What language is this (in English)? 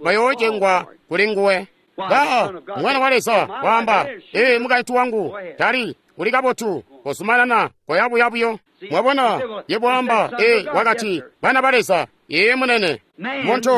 Tonga (Zambia)